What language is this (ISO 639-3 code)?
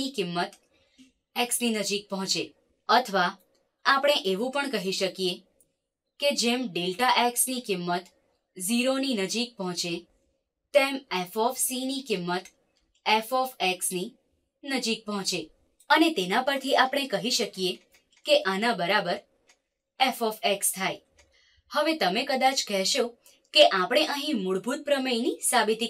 guj